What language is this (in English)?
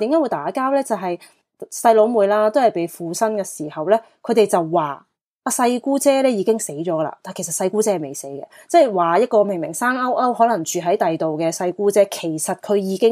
Cantonese